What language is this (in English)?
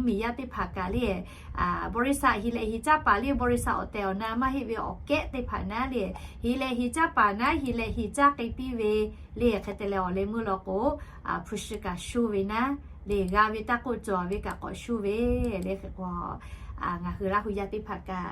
Lahu